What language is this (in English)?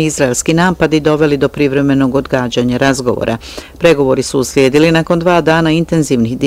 Bosnian